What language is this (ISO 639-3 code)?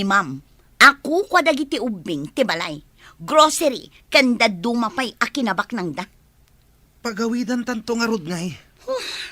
ilo